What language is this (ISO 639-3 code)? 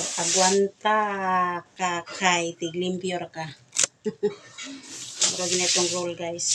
ceb